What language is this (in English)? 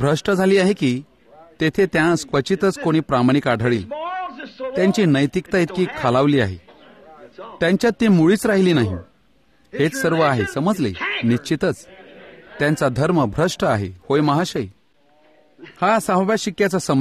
Marathi